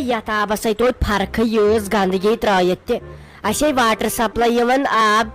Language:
Kashmiri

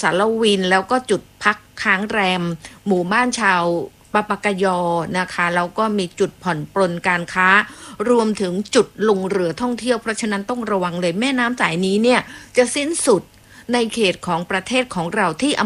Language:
Thai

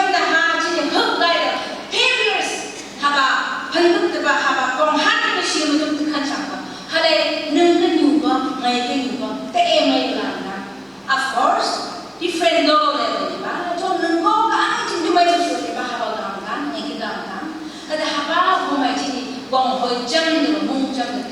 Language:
Phom Naga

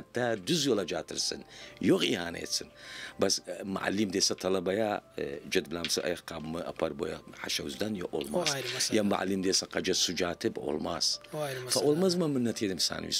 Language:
Turkish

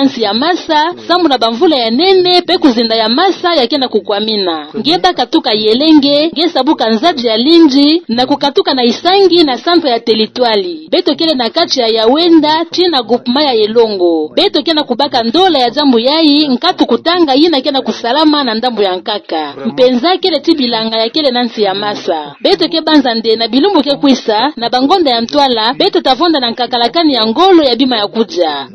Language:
Kituba (Democratic Republic of Congo)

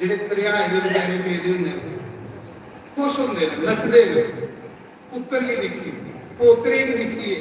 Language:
Dogri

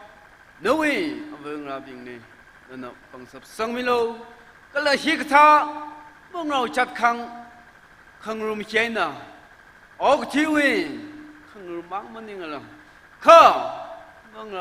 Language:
Tangkhul Naga (India)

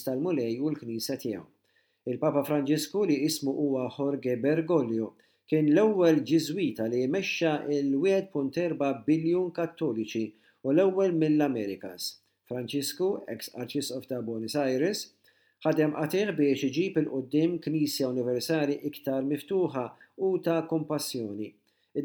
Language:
Maltese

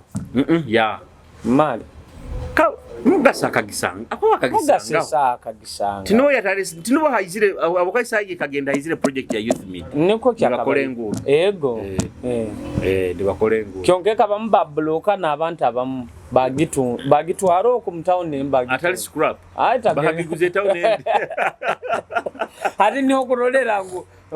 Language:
Nyoro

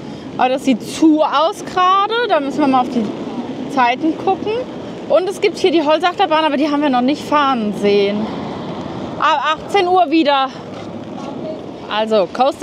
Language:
German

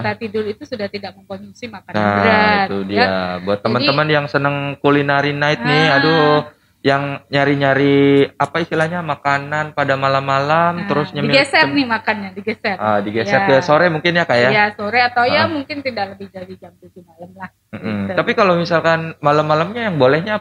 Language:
Indonesian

